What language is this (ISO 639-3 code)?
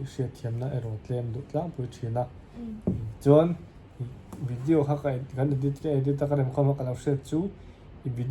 lus